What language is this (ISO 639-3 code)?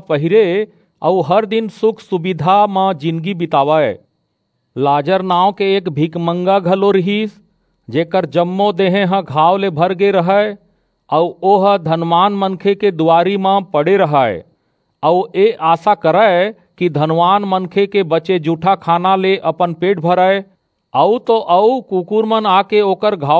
hne